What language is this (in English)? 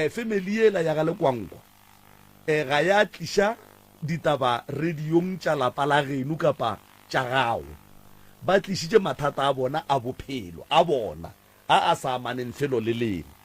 Northern Sotho